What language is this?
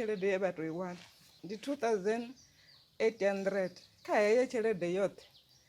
Venda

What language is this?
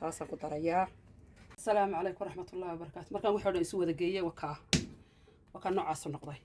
Somali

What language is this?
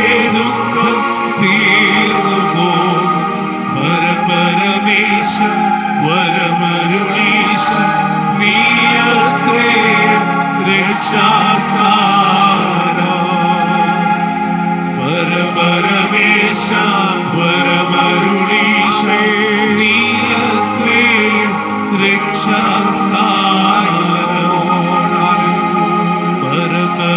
Malayalam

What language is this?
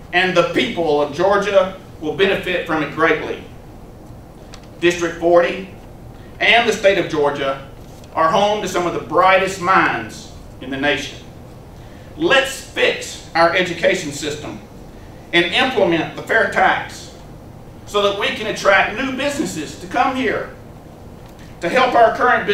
English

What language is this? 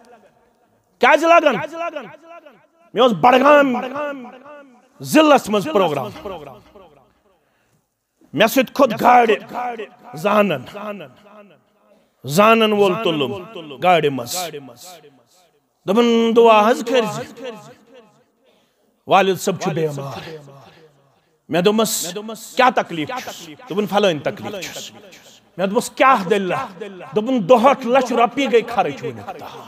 Kashmiri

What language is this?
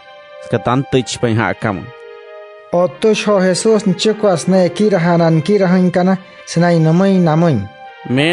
Wayuu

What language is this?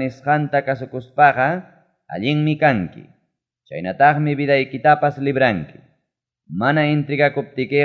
Ayacucho Quechua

